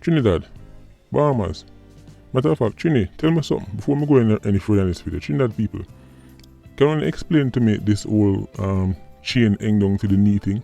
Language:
Jamaican Creole English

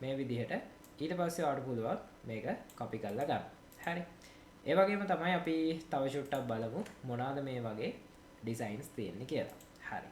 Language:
Sinhala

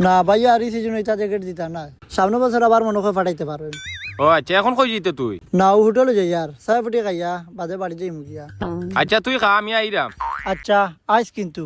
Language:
Sylheti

